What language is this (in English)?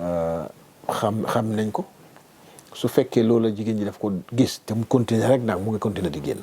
Wolof